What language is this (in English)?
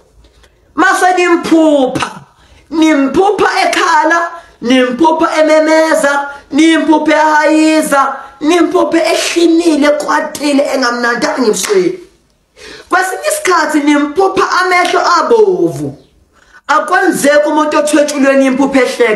Zulu